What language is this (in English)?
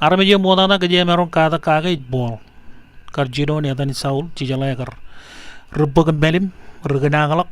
Marshallese